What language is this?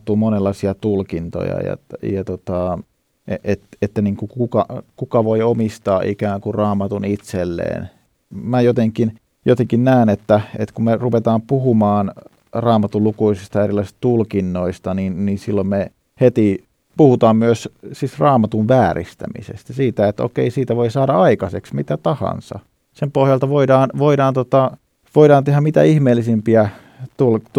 Finnish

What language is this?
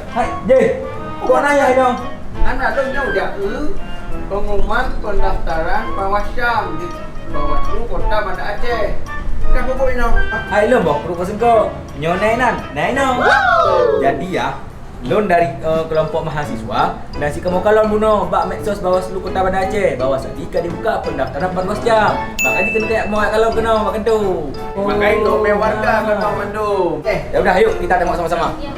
Achinese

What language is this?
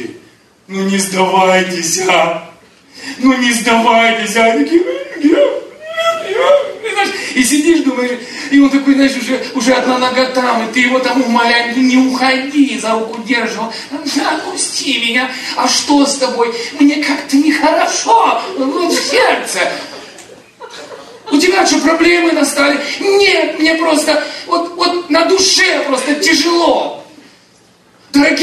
Russian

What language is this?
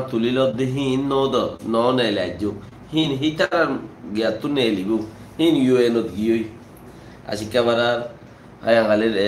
Rohingya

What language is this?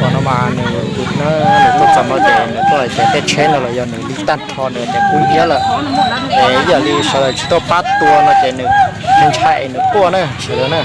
Hmong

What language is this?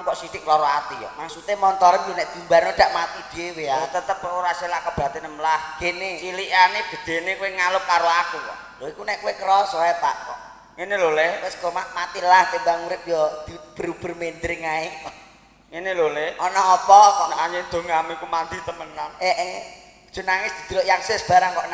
Javanese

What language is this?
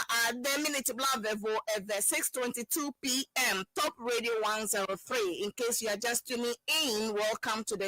Ewe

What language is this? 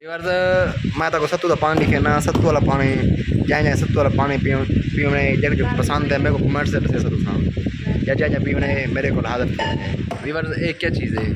Saraiki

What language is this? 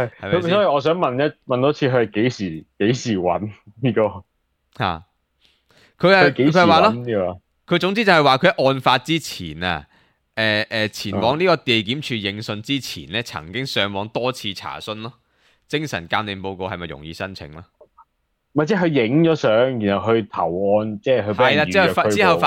Cantonese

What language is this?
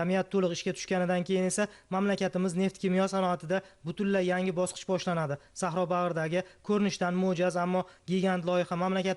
Uzbek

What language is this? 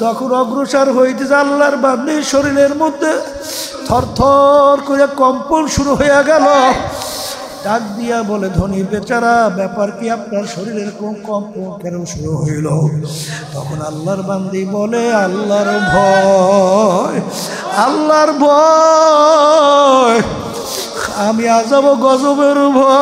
Bangla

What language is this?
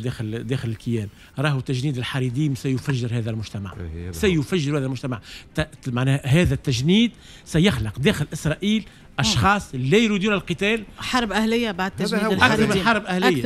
Tunisian Arabic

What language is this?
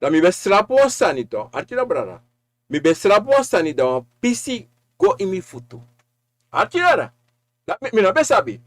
Sranan Tongo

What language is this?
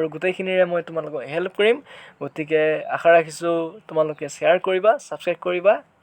Assamese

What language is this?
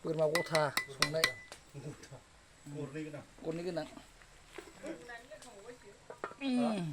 Bodo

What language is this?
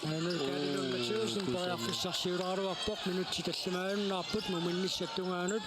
Kalaallisut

